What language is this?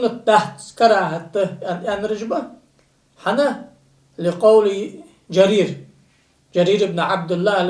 Ingush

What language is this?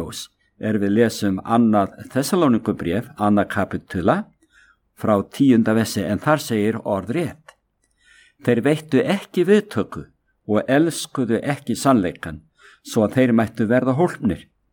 Icelandic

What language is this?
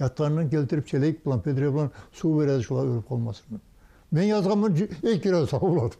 Kumyk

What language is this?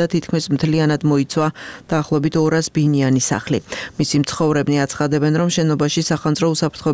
Georgian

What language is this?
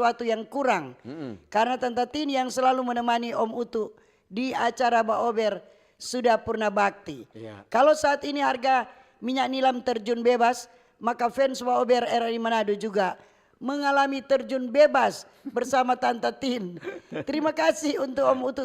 Manado Malay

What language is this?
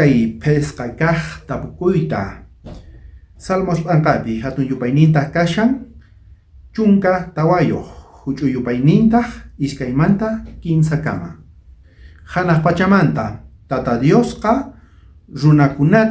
South Bolivian Quechua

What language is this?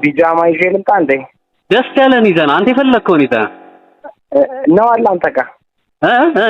Amharic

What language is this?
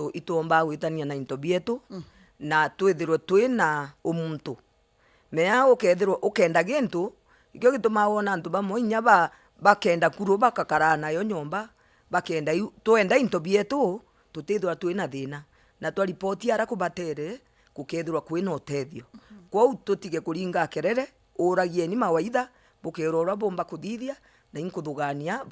Meru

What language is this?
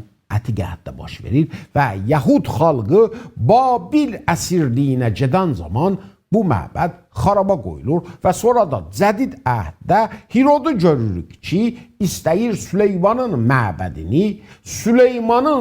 South Azerbaijani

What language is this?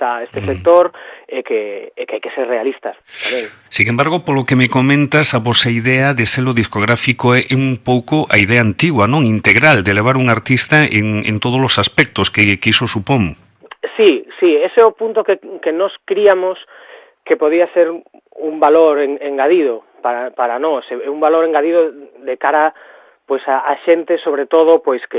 Galician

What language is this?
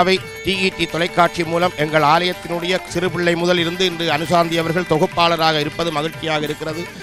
Tamil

